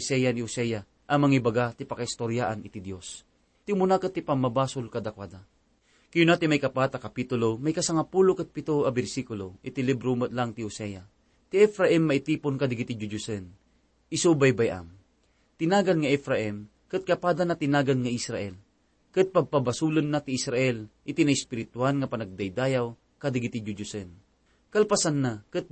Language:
Iloko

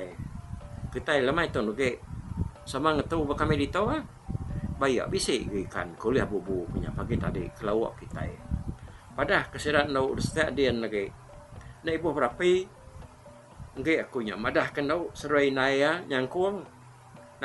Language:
Iban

